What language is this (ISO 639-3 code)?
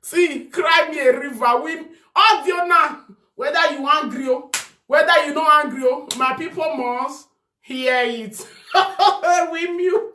pcm